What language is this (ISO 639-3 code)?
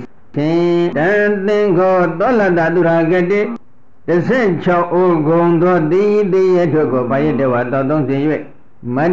mya